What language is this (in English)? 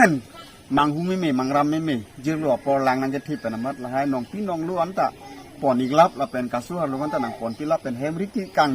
Karbi